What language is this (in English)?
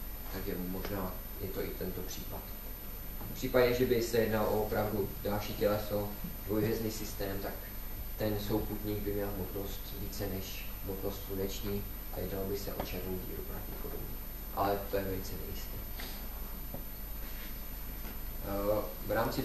Czech